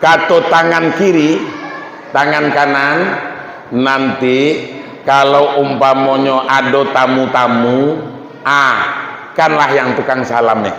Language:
Minangkabau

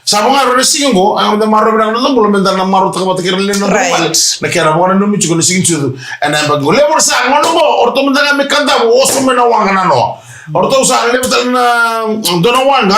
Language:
Fijian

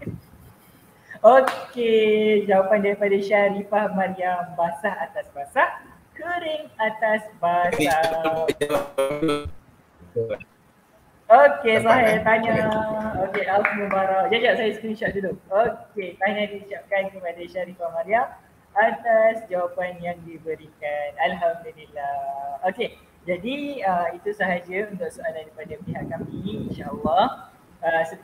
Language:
Malay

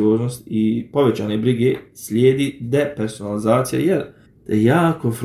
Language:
Bosnian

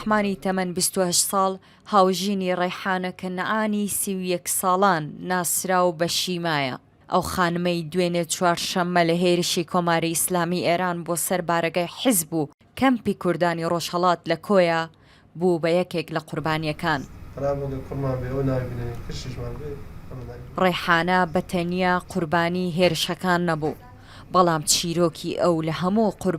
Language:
Central Kurdish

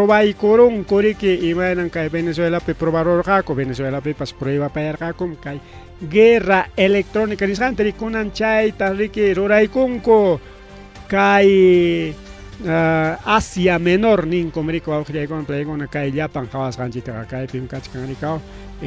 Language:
Ayacucho Quechua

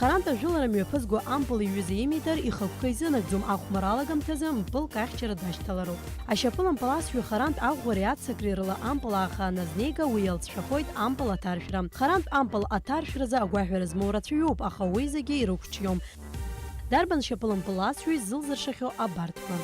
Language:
Abkhazian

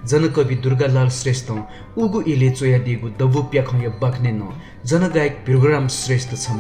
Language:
Newari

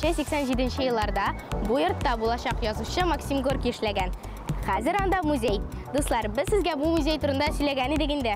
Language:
Tatar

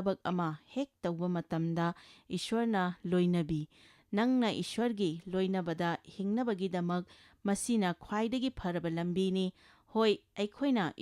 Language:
Manipuri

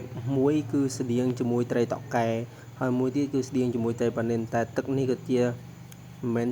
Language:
Khmer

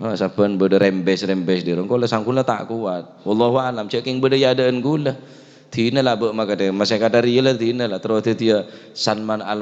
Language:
Madurese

